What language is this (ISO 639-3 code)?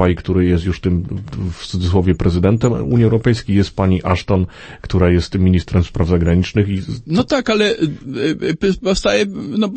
pol